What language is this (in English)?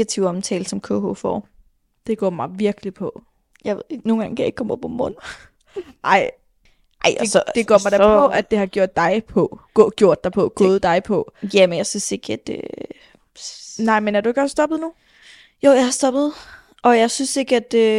Danish